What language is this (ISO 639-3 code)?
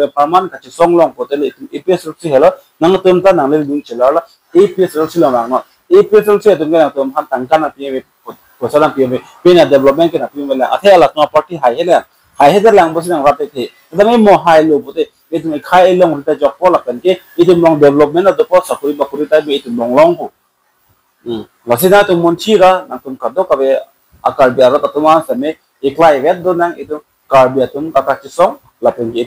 mjw